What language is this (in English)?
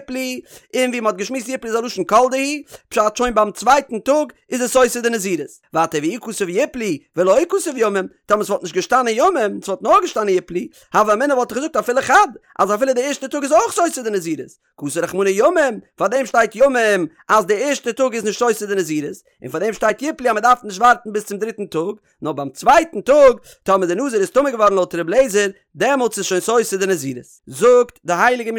Yiddish